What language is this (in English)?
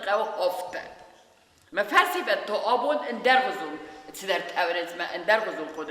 Ossetic